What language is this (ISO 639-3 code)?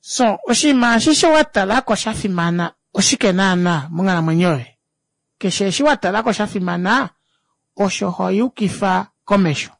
kua